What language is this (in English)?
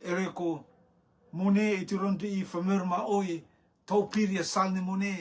Rotuman